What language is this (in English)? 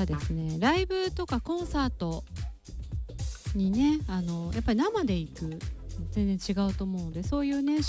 Japanese